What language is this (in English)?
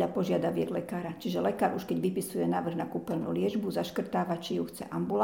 Slovak